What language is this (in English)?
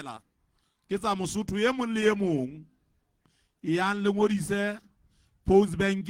Southern Sotho